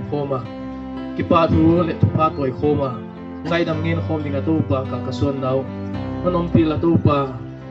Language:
Paite Chin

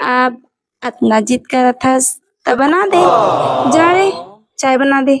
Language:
Chhattisgarhi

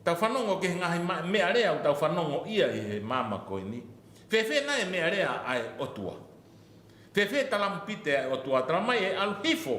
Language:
Tongan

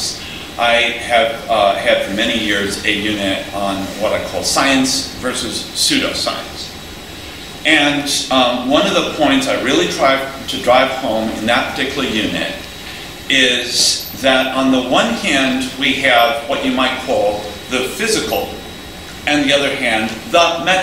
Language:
English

